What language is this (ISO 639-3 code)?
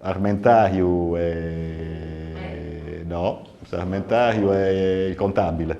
srd